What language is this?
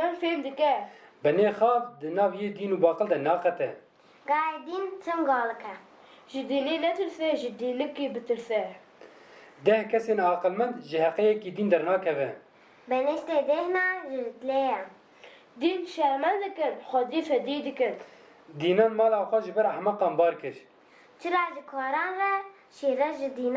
Kurdish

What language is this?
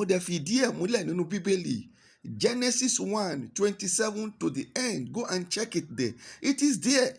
Yoruba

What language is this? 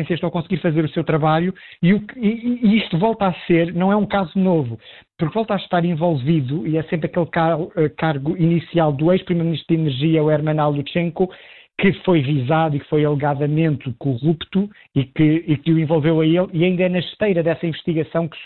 Portuguese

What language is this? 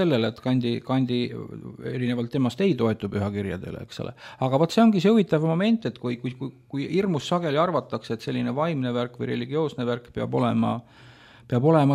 Estonian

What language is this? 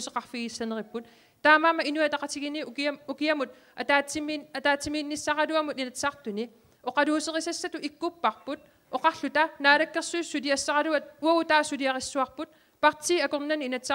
Kalaallisut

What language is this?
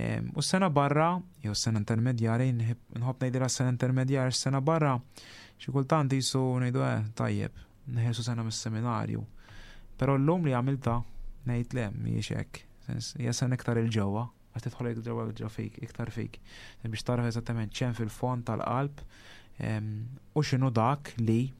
Maltese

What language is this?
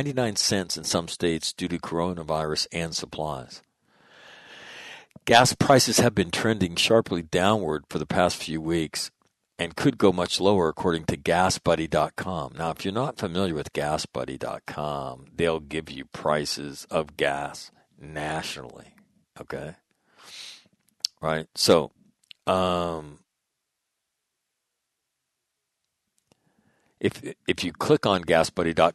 English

